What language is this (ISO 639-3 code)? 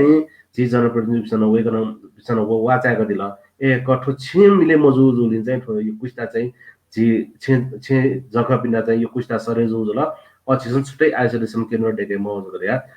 new